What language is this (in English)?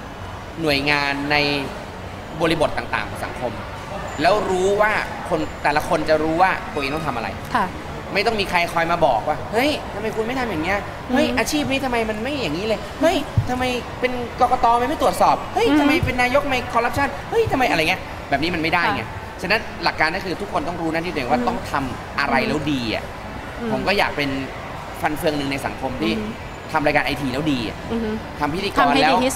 Thai